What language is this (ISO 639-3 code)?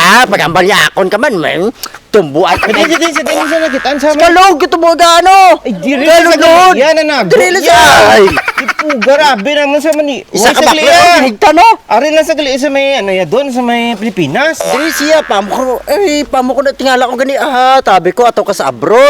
hil